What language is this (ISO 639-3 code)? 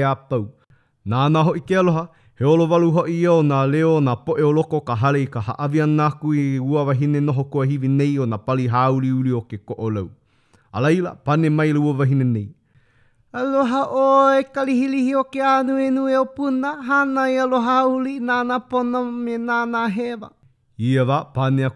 haw